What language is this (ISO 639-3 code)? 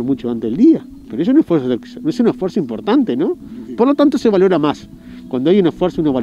spa